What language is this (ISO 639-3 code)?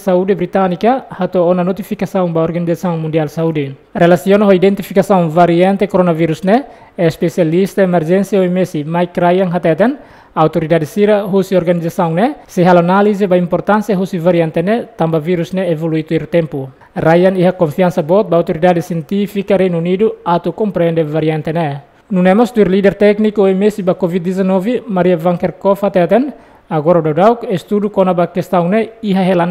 tet